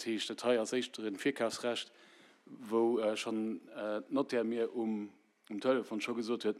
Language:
Luxembourgish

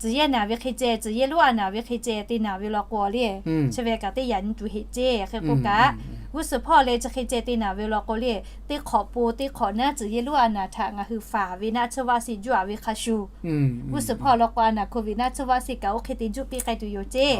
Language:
Lahu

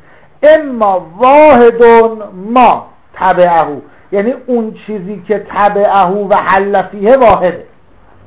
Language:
Persian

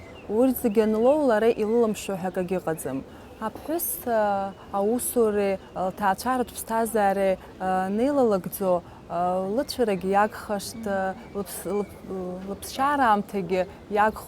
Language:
Abkhazian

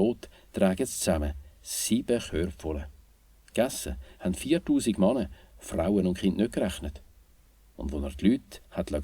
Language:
Swiss German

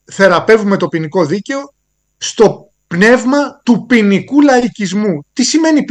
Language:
Greek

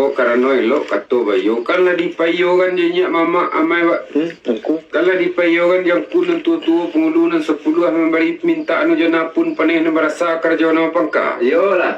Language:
Minangkabau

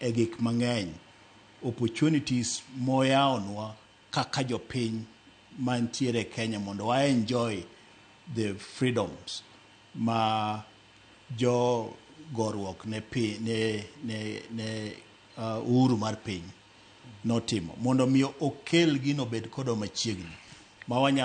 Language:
Luo (Kenya and Tanzania)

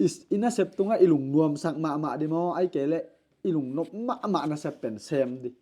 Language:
Tedim Chin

